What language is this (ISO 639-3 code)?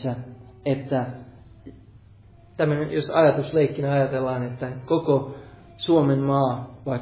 fin